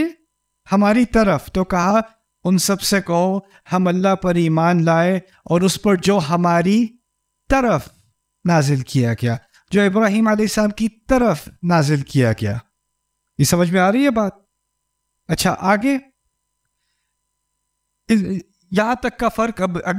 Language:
Urdu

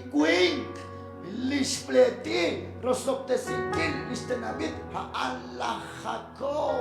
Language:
Kekchí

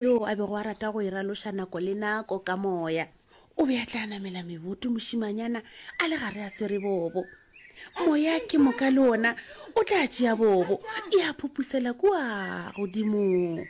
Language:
Northern Sotho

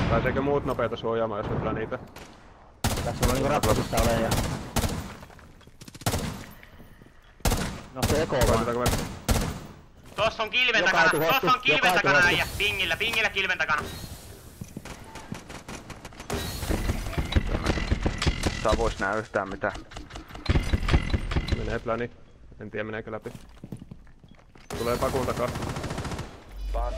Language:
Finnish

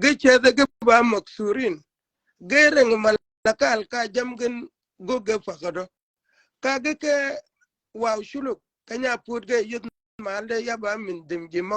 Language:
Shilluk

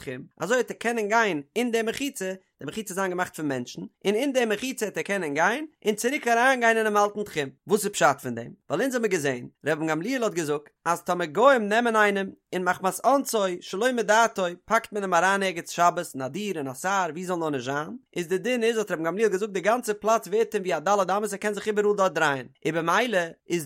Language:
Yiddish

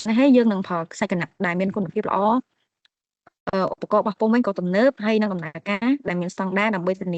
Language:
Khmer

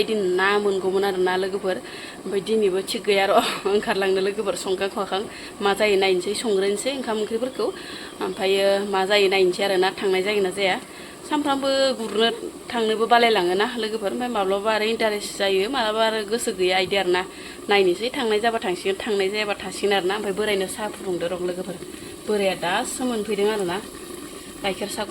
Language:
Bodo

